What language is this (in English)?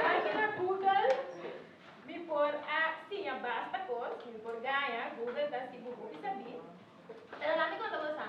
Papiamento